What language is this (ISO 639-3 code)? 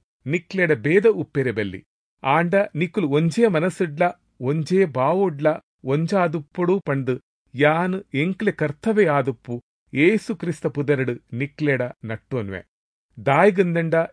tcy